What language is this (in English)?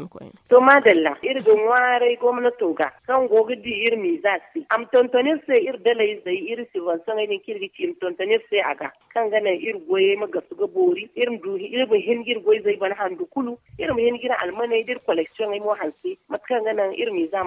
Zarma